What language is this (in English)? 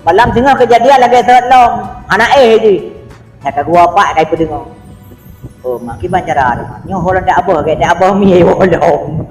Achinese